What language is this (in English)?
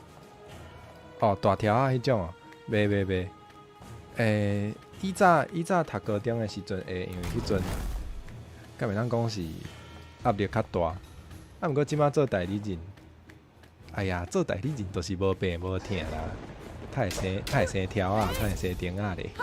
Min Nan Chinese